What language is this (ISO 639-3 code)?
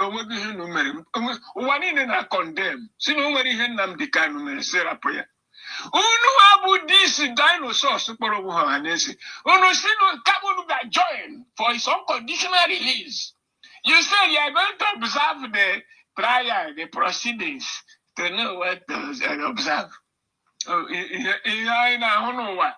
ibo